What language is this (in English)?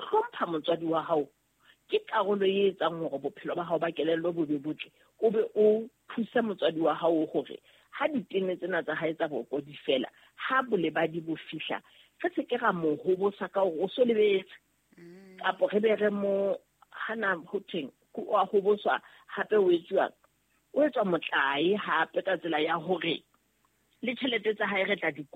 Southern Sotho